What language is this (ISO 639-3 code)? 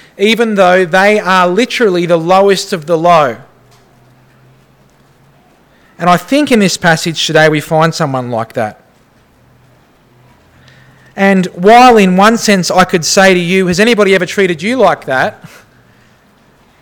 eng